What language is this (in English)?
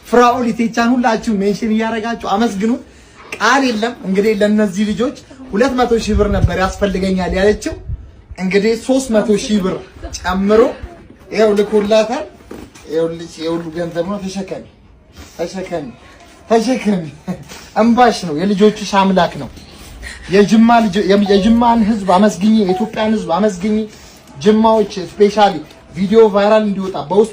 Amharic